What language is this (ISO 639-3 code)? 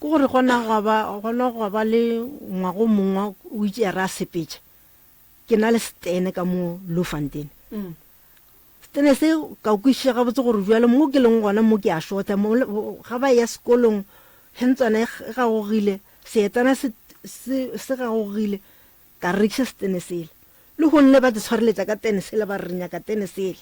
nso